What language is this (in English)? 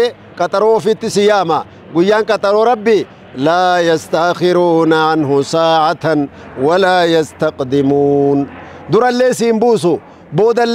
Oromo